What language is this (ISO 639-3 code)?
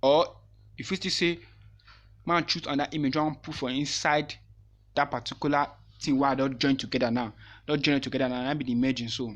pcm